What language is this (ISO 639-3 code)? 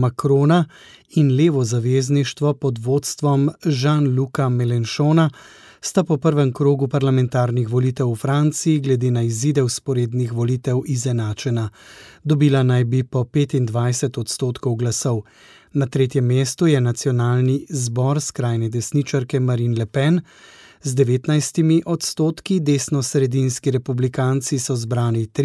slv